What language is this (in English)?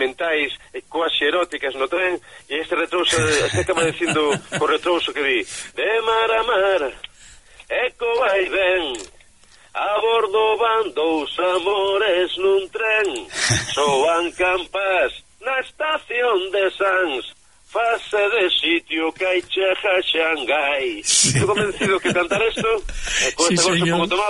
Galician